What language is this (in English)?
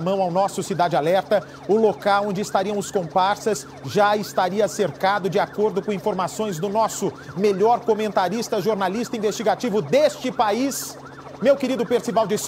Portuguese